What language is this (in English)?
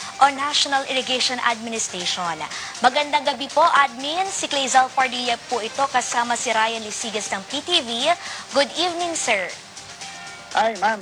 Filipino